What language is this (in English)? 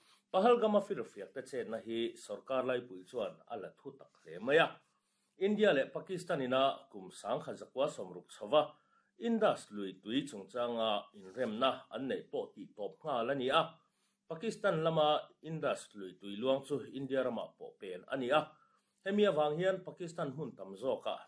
Mizo